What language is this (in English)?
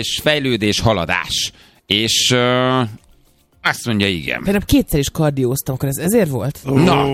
Hungarian